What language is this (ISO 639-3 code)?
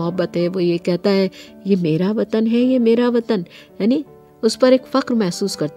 urd